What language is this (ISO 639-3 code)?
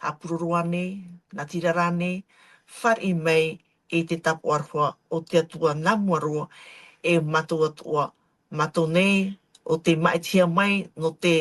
tah